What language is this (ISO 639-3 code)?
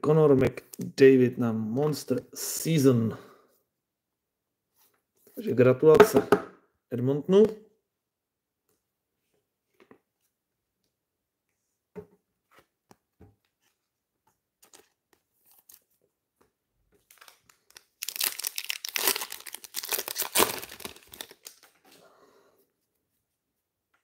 ces